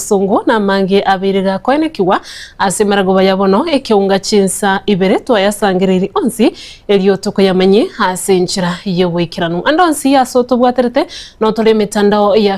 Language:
Gusii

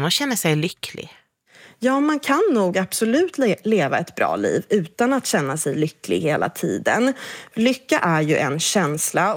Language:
Swedish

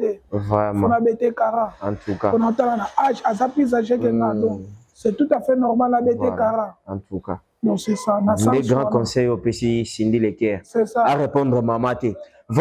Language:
Lingala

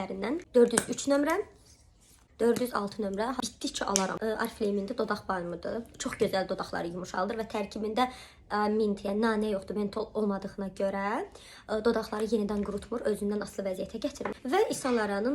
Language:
Azerbaijani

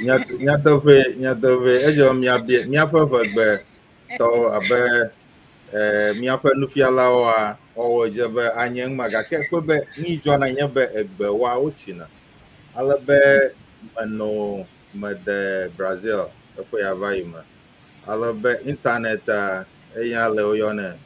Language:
Ewe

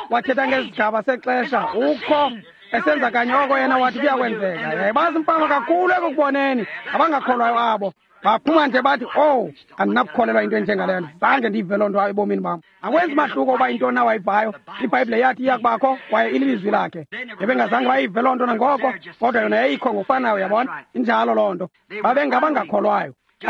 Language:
Xhosa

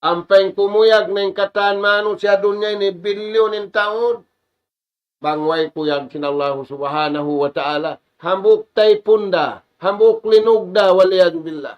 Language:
Tausug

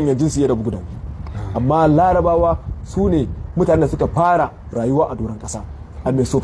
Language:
Hausa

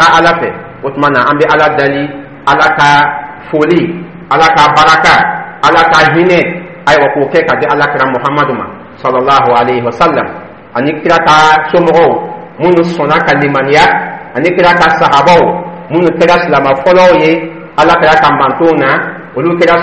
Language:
Dyula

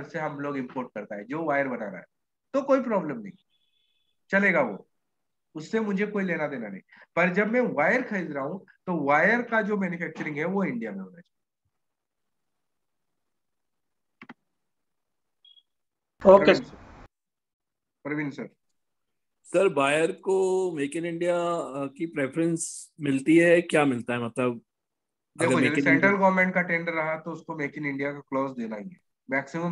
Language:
Hindi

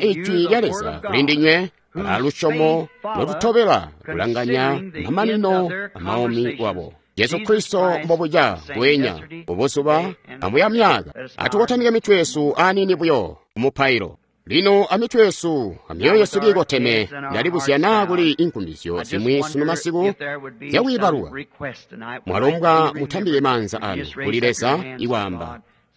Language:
Tonga (Zambia)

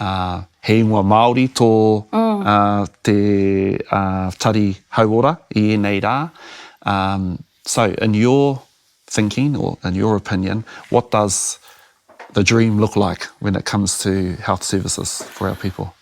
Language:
Māori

